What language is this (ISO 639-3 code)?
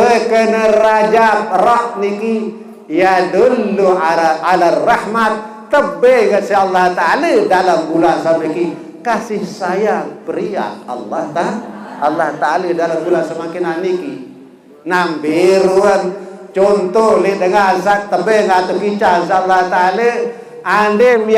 sas